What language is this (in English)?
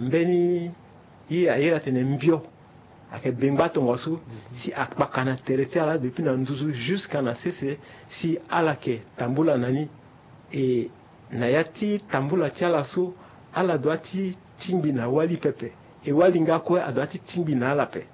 Sango